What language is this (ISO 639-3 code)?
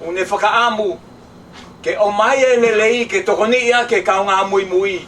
ton